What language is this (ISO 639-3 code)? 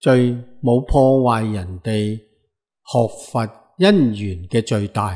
yue